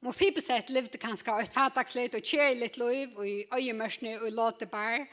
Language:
Faroese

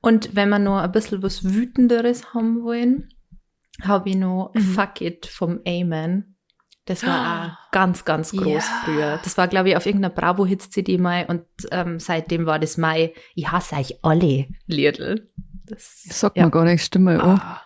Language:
Bavarian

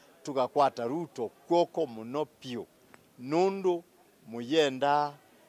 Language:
Kamba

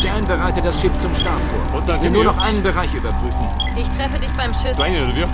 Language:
Bavarian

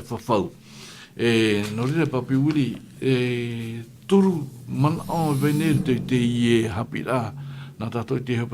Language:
Tahitian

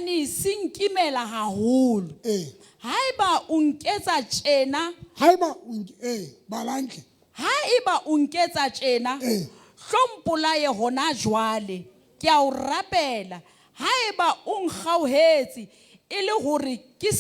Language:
Southern Sotho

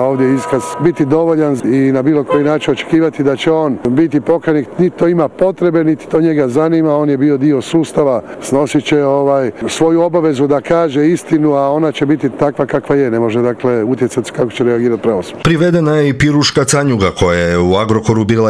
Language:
Croatian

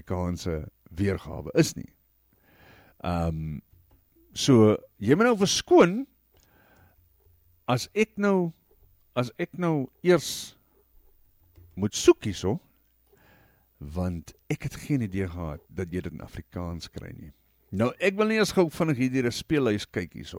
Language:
Afrikaans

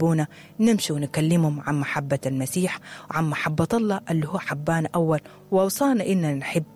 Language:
Sudanese Arabic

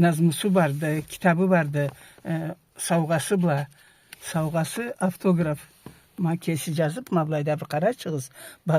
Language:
Karachay-Balkar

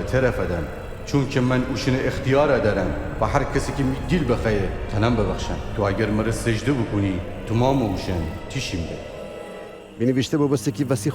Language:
Gilaki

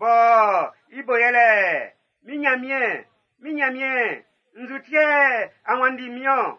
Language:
Baoulé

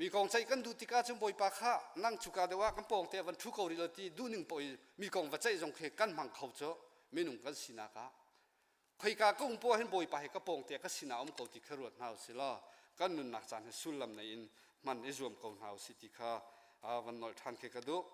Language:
Hakha Chin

